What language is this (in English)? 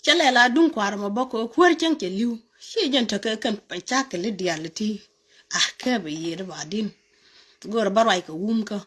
Nuer